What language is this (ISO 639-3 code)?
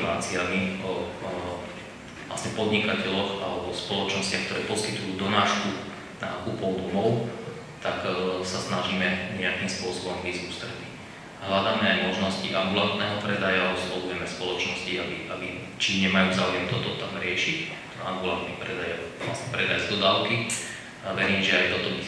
slk